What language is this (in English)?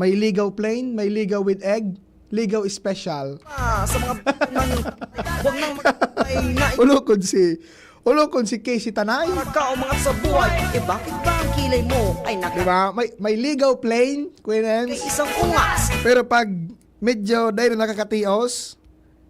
Bikol